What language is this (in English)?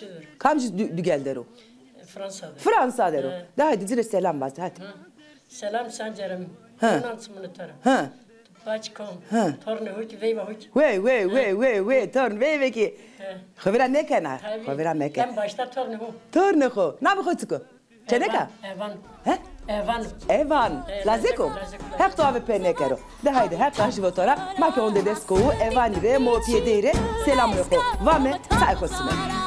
Zaza